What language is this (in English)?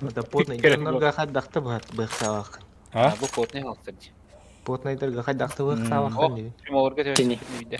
Yakut